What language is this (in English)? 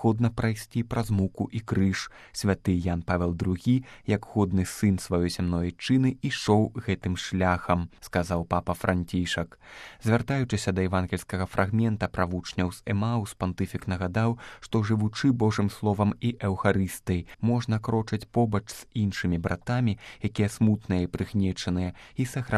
Belarusian